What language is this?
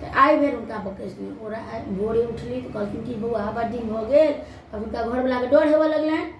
Maithili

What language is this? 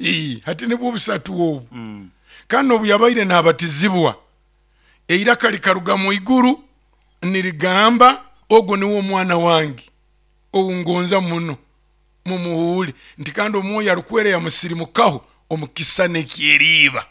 Nyoro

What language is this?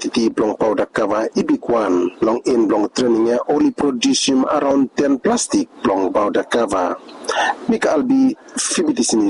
Bislama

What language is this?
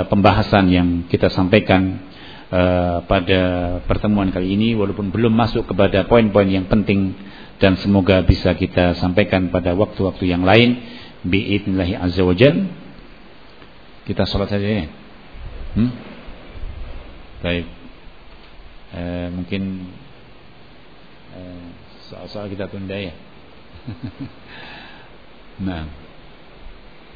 Indonesian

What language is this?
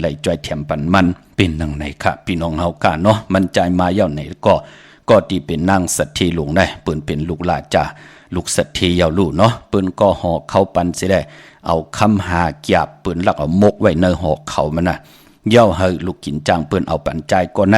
Shan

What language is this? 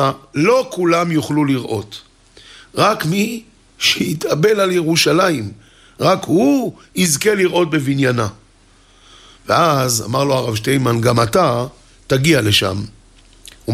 Hebrew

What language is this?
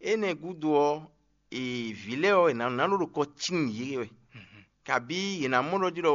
Fon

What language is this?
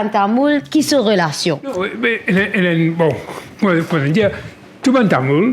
Morisyen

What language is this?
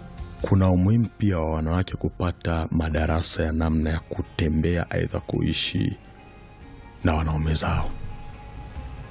Swahili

